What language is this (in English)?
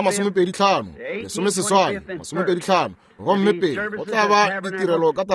Northern Sotho